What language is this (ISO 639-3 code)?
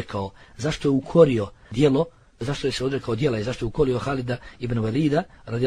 bos